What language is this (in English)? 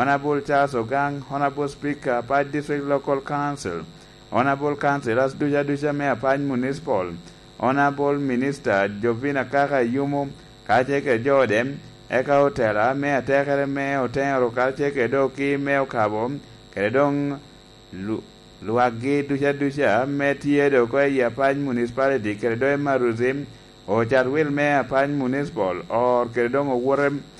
Lango (Uganda)